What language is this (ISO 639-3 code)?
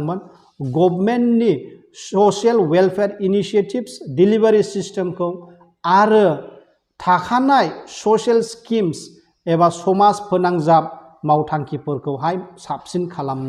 brx